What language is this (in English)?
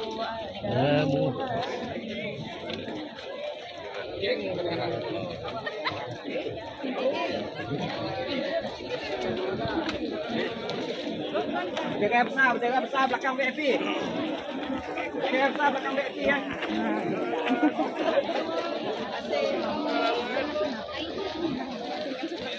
Malay